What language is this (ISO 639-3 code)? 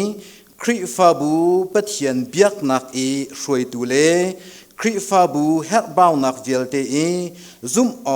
cnh